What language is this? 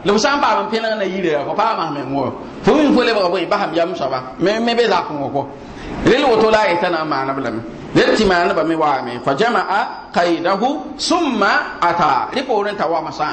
Mossi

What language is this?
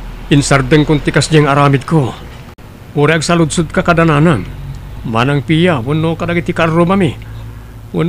Iloko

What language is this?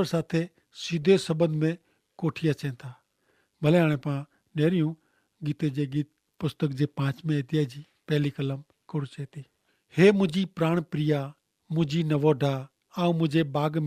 Kachhi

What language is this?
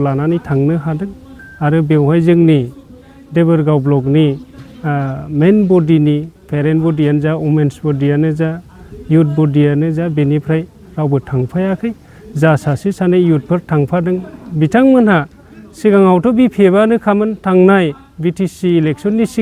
Bodo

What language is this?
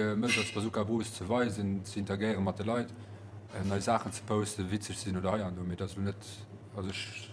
Luxembourgish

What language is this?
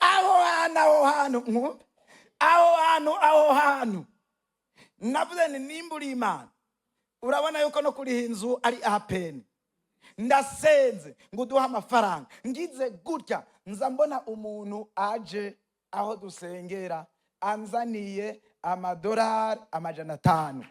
Rundi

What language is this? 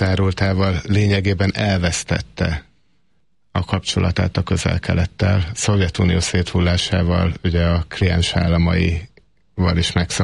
Hungarian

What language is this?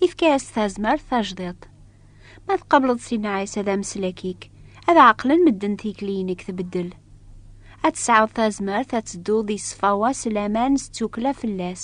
Kabyle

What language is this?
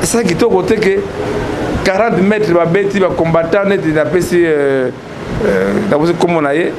Lingala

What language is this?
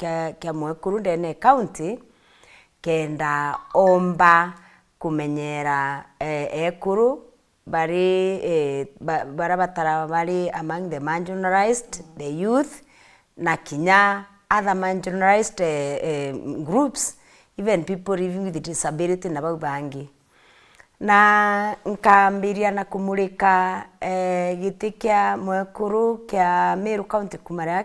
Meru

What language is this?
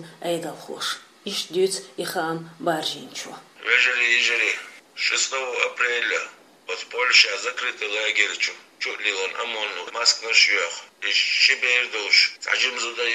Chechen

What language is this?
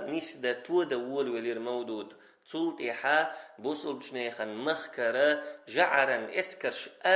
Chechen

